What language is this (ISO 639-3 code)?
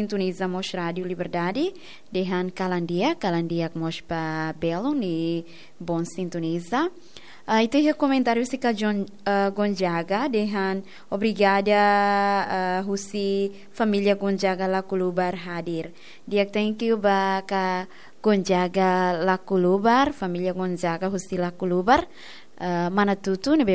tet